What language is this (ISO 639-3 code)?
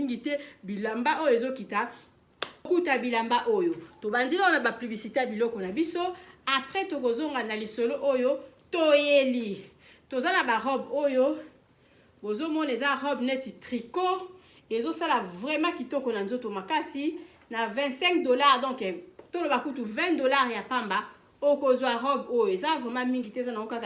lin